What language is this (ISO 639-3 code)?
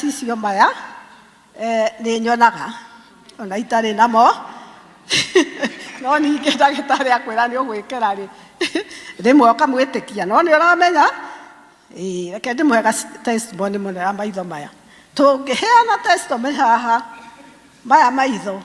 kik